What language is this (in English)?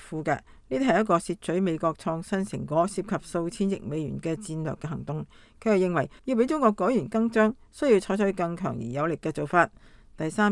Cantonese